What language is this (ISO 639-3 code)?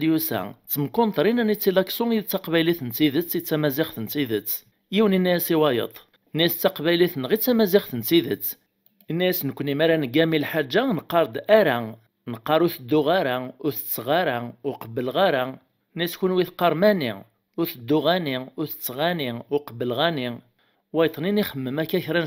kab